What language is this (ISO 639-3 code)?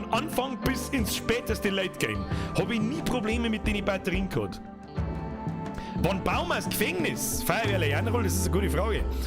bar